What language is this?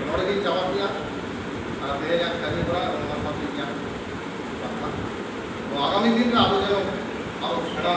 Santali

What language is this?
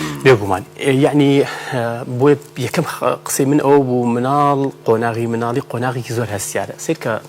Central Kurdish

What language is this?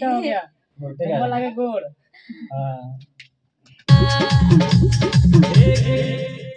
Bhojpuri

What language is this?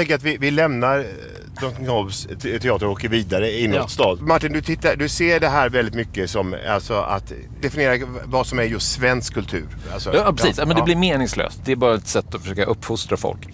Swedish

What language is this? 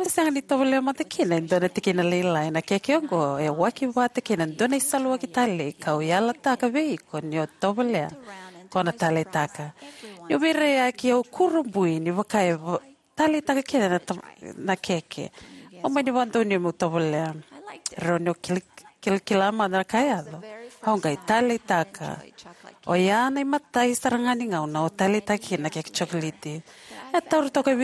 Fijian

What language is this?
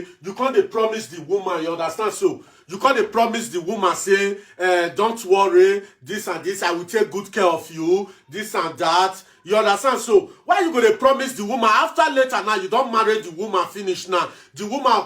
Nigerian Pidgin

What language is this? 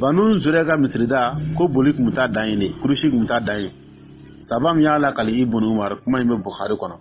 Dyula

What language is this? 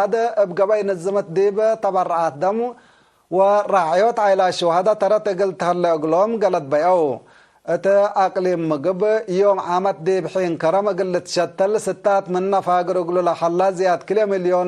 Tigre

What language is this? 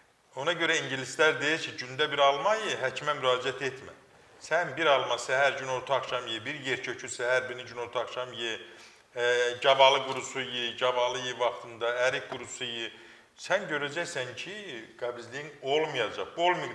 Azerbaijani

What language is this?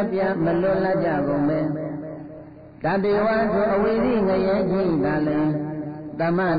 Burmese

